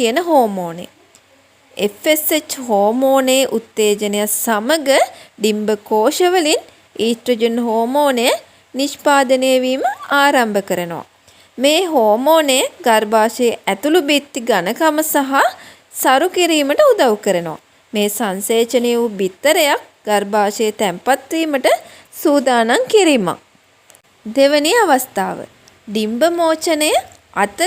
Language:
Sinhala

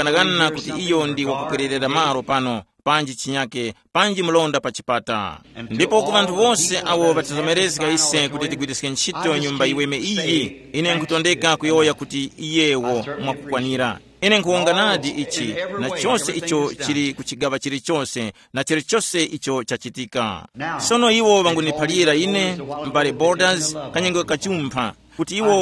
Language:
Tumbuka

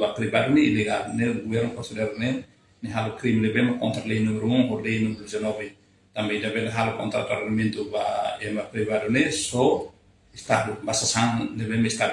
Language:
Tetum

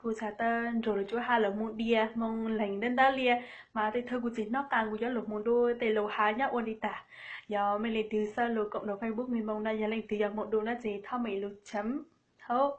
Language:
Hmong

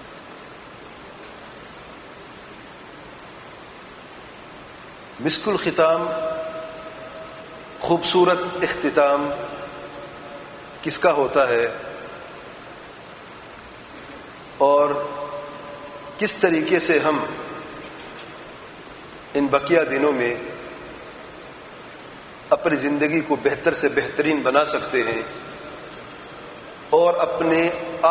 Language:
Urdu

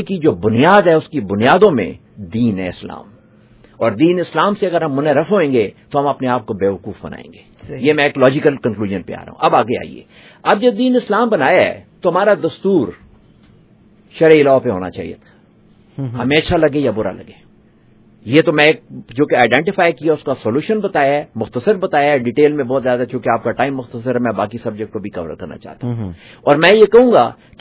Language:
Urdu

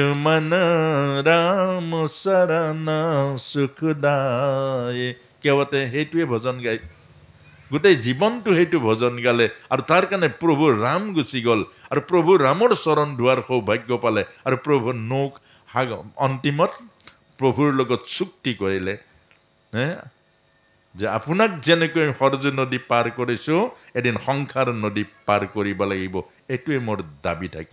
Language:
Assamese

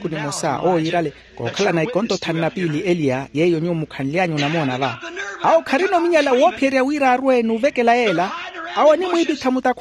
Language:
Makhuwa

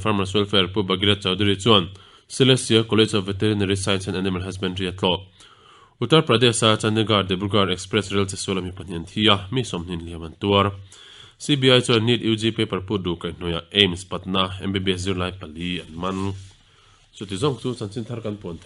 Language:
Mizo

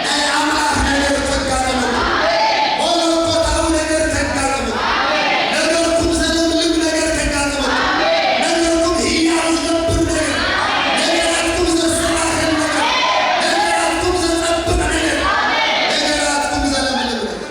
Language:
Tigrinya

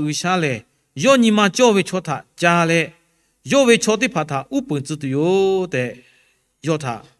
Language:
Lahu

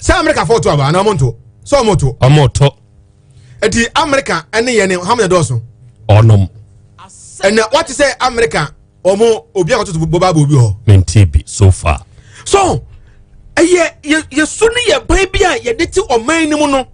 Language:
Akan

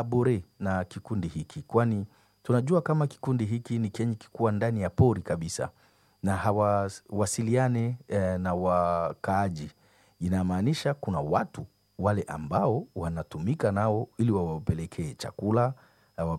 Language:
Swahili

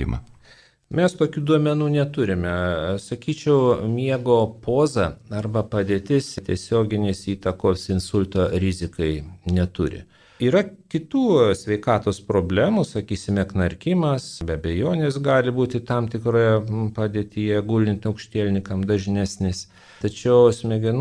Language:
Lithuanian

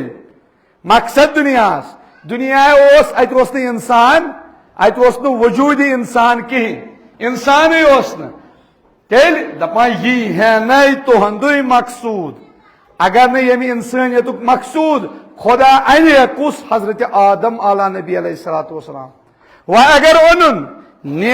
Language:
Kashmiri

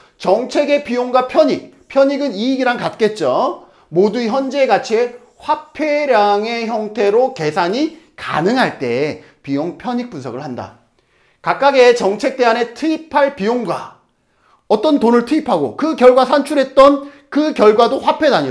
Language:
Korean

